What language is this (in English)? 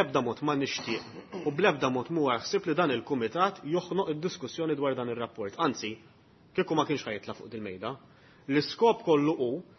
Maltese